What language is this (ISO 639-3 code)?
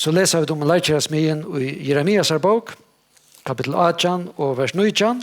fao